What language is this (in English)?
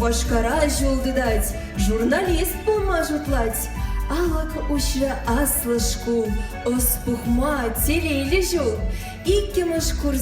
Chuvash